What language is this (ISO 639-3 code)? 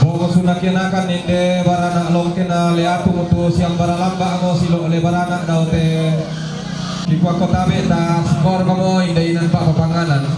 sda